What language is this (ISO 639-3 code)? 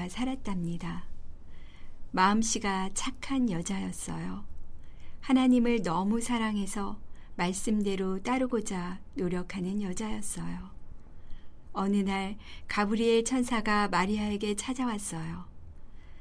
kor